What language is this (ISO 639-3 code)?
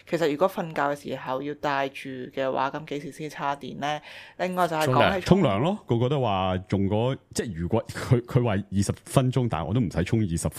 yue